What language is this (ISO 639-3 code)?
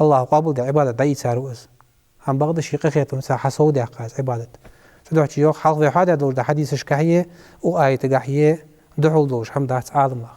inh